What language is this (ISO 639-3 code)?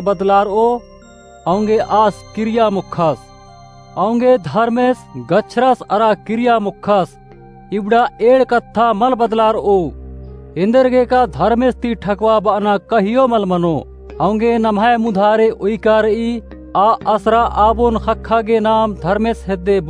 kru